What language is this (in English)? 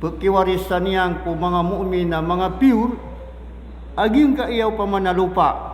Maranao